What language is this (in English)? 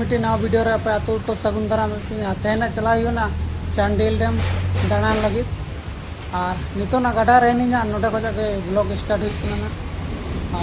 Santali